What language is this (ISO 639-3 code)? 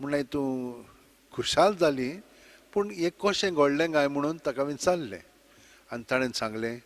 kok